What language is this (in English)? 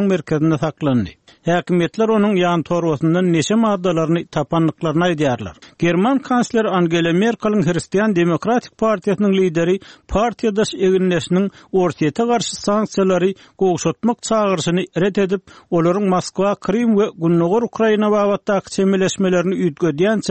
Turkmen